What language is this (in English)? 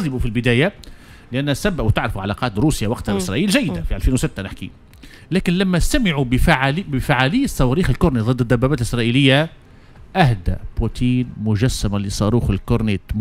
Tunisian Arabic